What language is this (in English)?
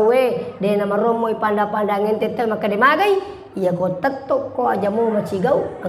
Buginese